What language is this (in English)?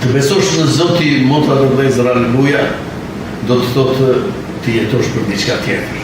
Albanian